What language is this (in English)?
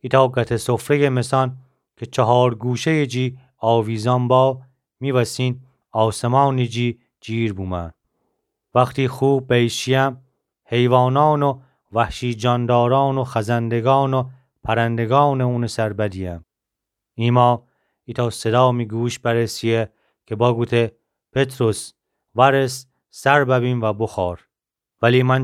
Gilaki